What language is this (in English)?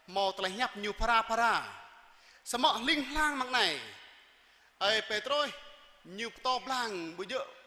Jarai